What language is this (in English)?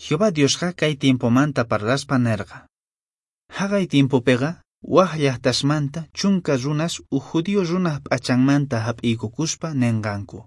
Quechua